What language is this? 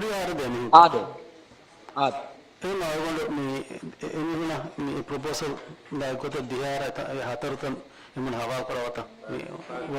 Divehi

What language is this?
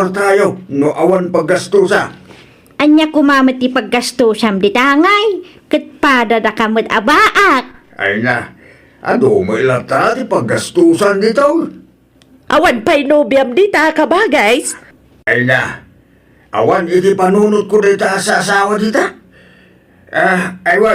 Iloko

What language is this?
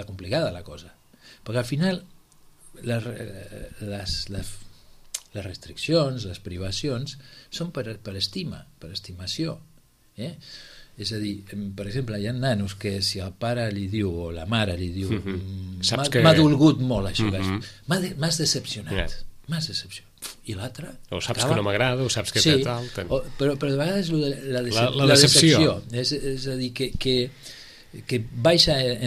Catalan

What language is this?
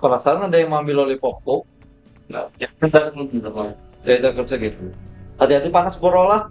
Banjar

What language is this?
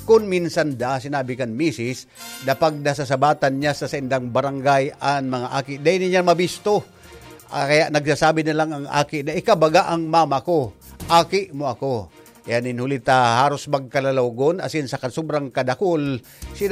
Bikol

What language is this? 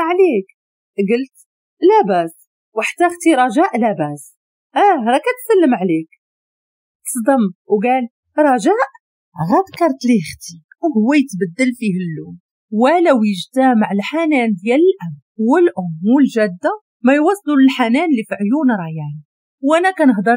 Moroccan Arabic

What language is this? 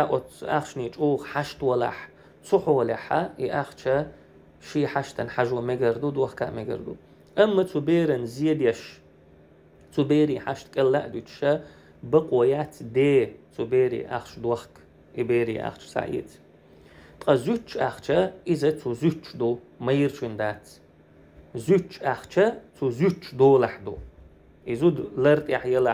Chechen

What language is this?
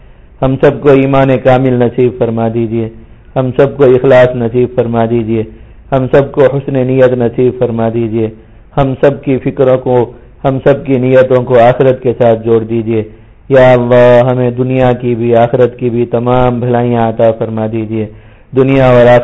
Urdu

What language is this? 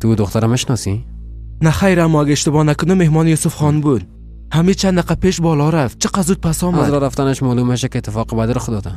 Persian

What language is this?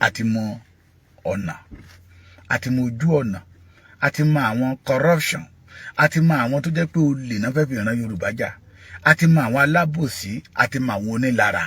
Yoruba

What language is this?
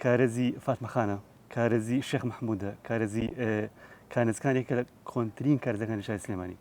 Central Kurdish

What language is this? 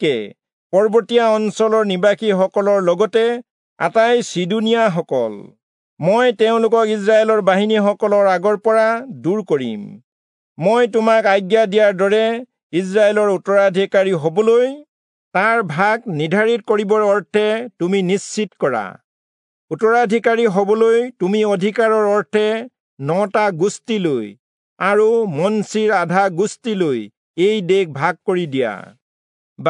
Assamese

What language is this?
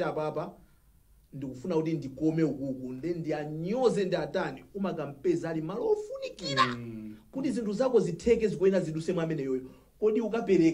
Nyanja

